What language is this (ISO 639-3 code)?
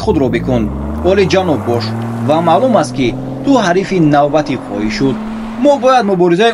tgk